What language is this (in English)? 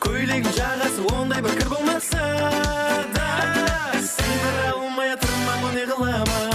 Kara-Kalpak